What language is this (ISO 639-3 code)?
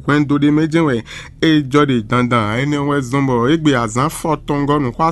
fon